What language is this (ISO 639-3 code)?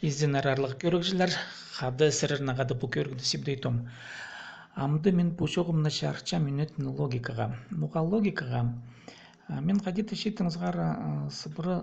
kjh